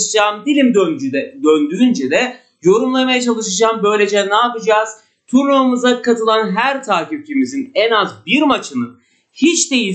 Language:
Turkish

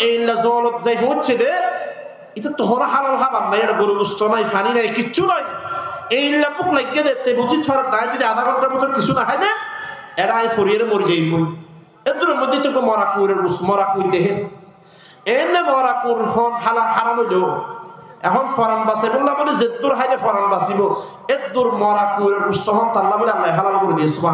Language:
Rohingya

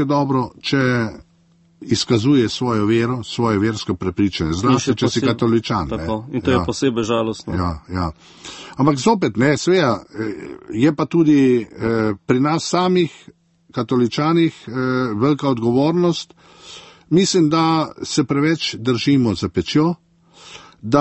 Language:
Slovenian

